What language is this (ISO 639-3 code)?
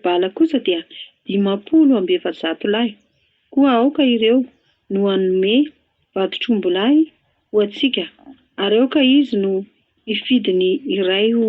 mlg